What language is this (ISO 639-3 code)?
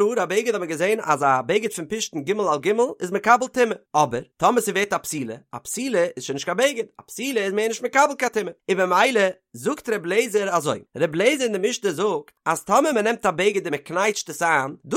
yid